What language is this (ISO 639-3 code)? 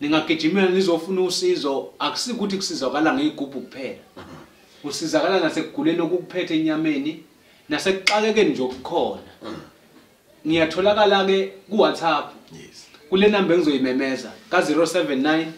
zul